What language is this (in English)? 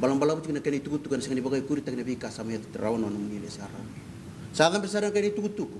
Fijian